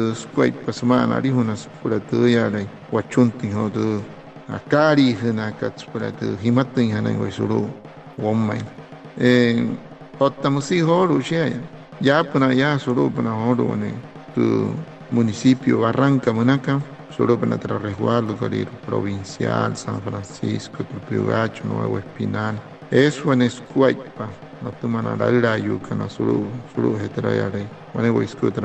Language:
Wayuu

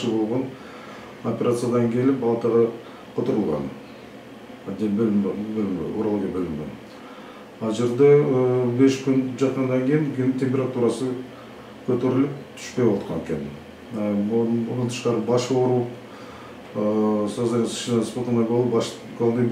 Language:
Kyrgyz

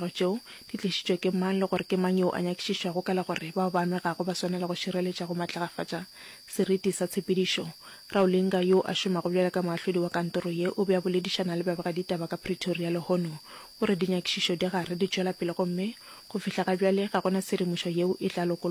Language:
Northern Sotho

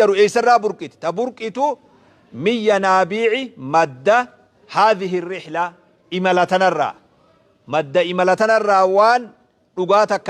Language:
Oromo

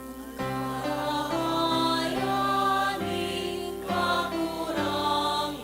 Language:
Bikol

